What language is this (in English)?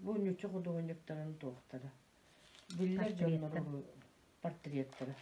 Yakut